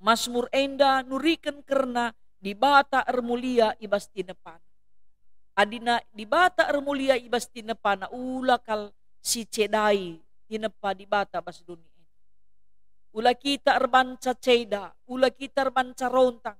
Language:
Batak Karo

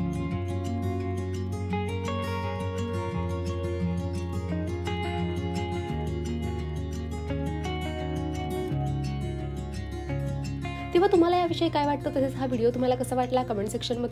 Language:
Marathi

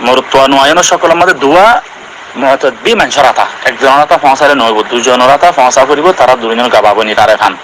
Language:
Rohingya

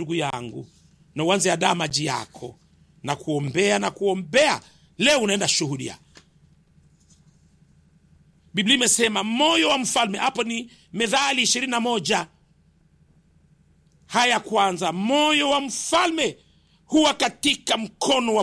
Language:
Swahili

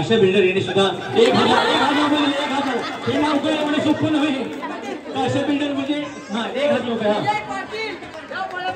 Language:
Marathi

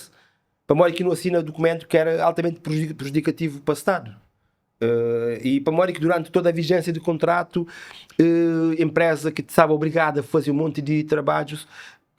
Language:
Kabuverdianu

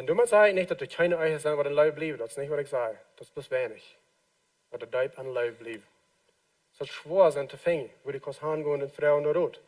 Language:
Plautdietsch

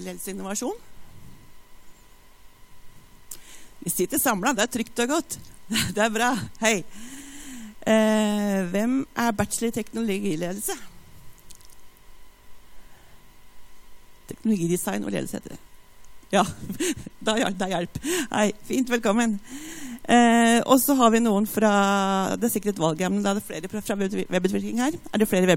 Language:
Norwegian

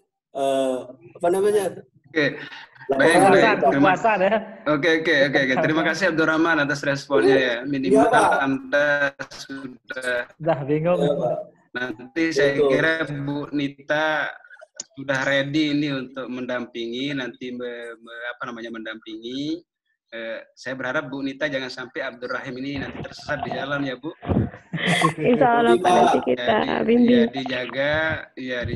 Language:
Indonesian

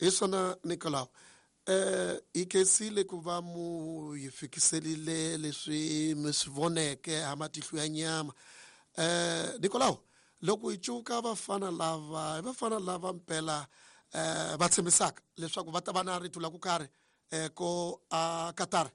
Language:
Tsonga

